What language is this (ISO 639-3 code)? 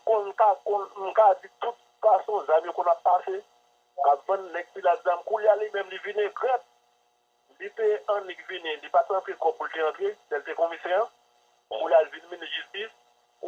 hat